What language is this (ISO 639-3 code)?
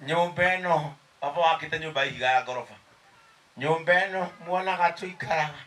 kik